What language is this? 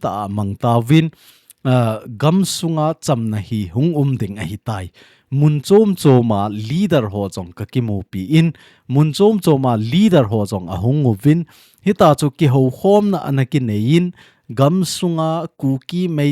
Thado Chin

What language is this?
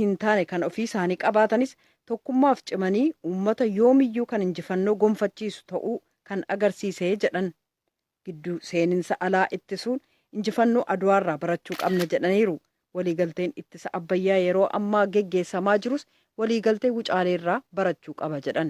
Oromo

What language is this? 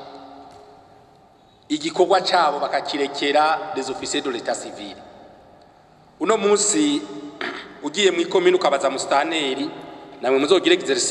Rundi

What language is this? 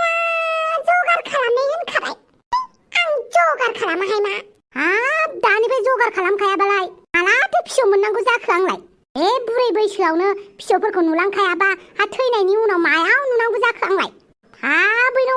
Bodo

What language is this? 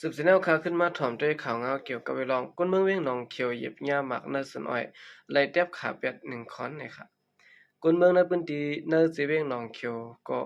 Shan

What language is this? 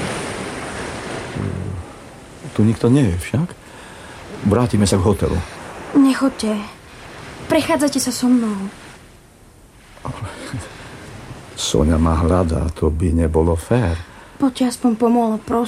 Slovak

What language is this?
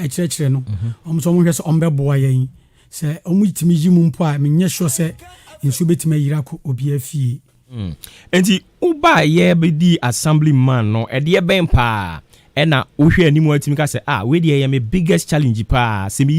Akan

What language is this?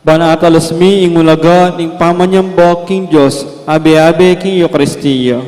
Pampanga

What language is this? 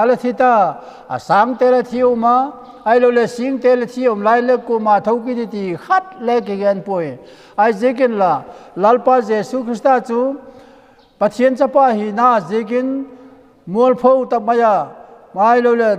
Vaiphei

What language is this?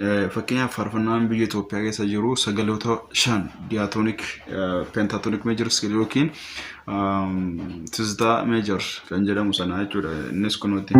Oromo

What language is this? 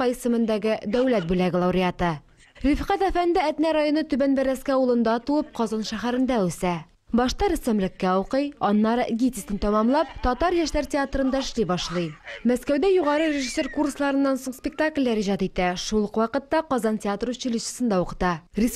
Tatar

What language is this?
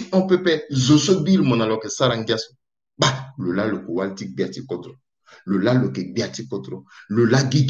Sango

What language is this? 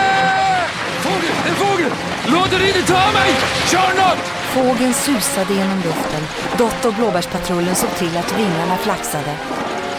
Swedish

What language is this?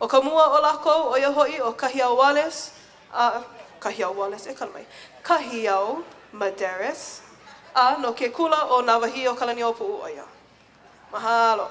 Hawaiian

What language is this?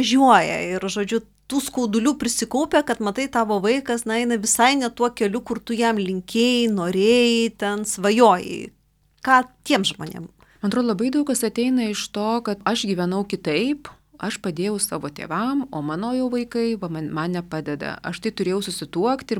Lithuanian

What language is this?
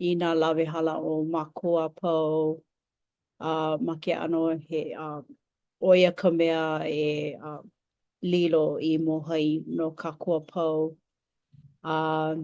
Hawaiian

